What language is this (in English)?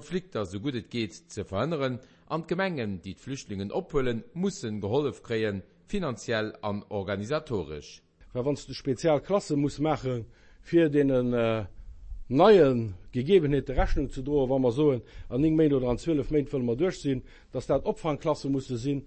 Luxembourgish